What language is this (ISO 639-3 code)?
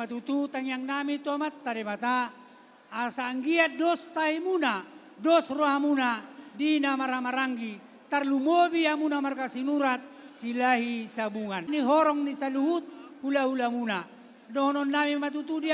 bbc